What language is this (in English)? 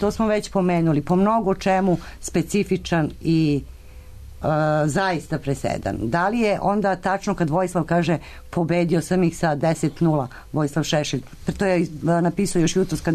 Serbian